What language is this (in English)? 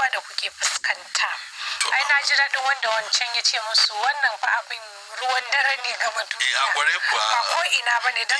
Hausa